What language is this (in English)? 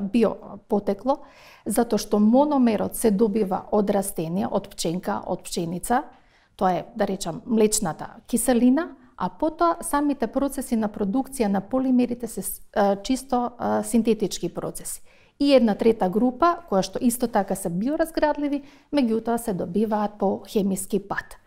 Macedonian